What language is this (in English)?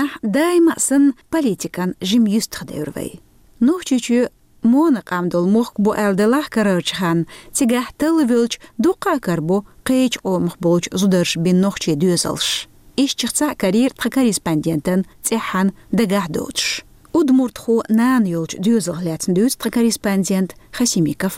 Chechen